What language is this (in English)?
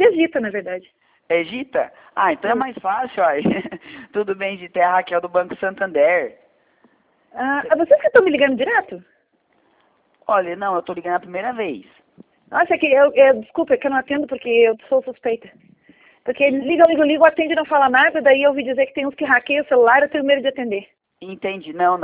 Portuguese